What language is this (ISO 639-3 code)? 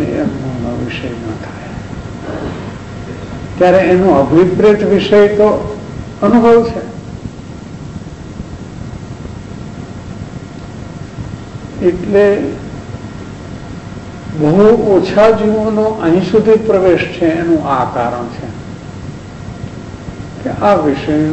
guj